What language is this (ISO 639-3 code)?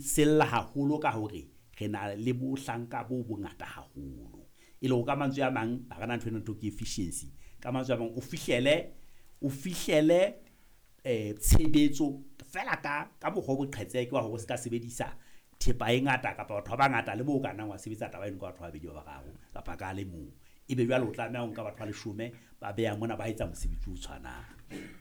sot